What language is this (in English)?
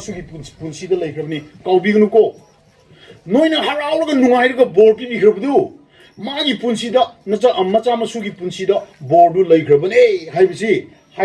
Manipuri